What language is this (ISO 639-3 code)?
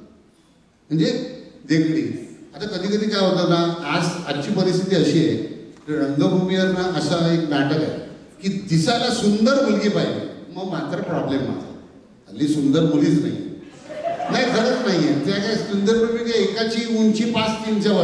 mar